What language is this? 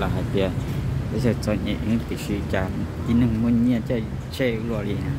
Hmong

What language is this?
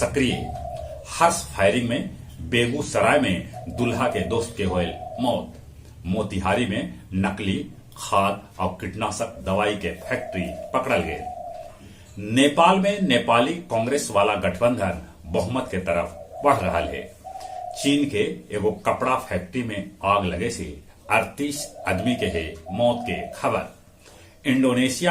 Magahi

